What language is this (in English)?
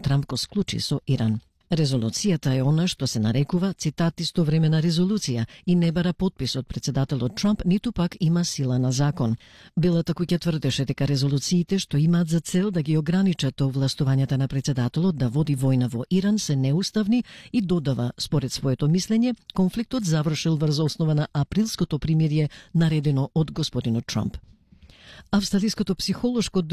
Macedonian